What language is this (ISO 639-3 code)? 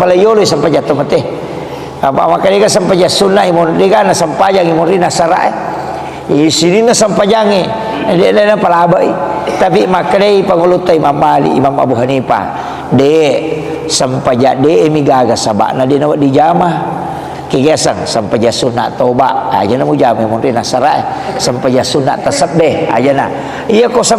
bug